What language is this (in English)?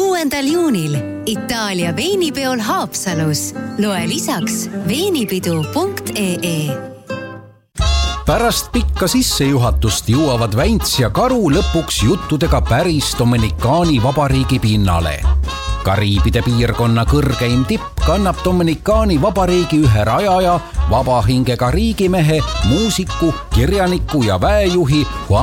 Estonian